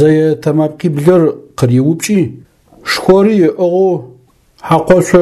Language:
Adyghe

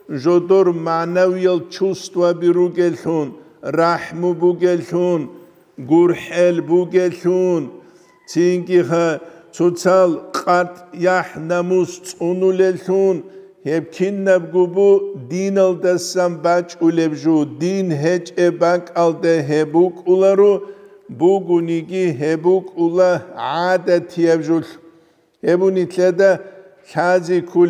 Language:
Avaric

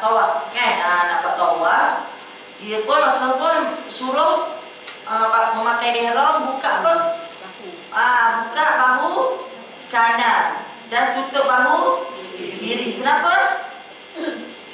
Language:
Malay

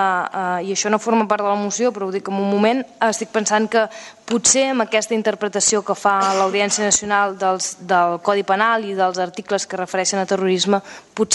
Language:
Catalan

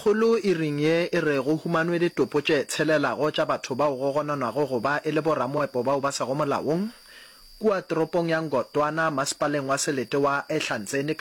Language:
Northern Sotho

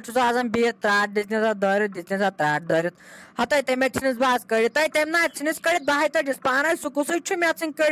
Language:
Kashmiri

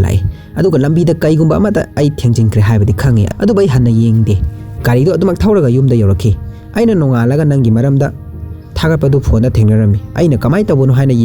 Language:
Manipuri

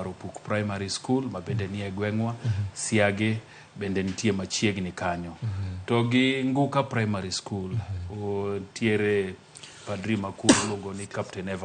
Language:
Luo (Kenya and Tanzania)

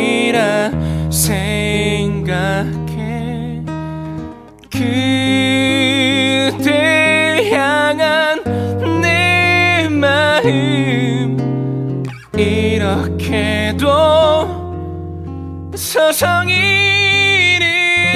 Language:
Korean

